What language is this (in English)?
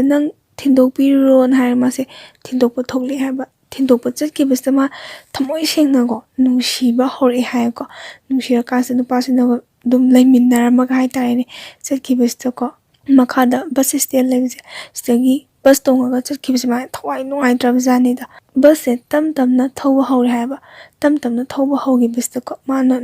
Manipuri